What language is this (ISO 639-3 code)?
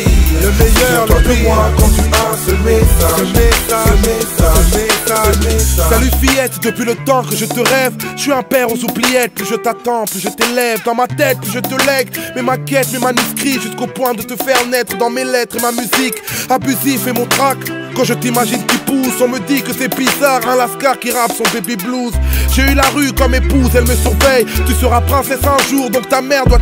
fra